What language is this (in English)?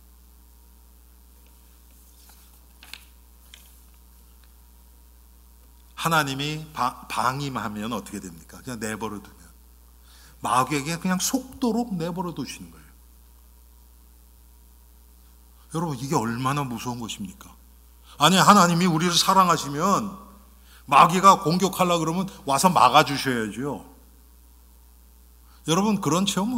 Korean